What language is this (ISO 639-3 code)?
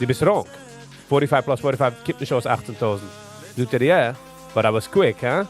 yid